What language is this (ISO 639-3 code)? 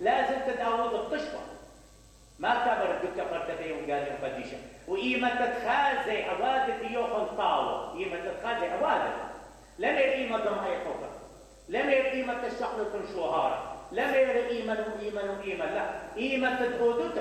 acm